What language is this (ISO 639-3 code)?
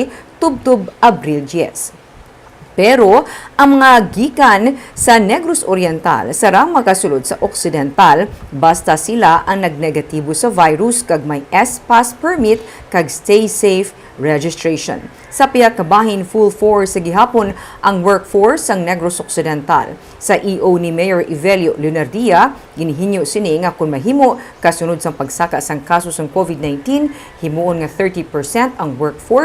hil